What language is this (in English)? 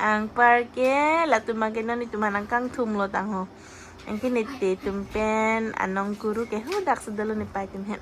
Karbi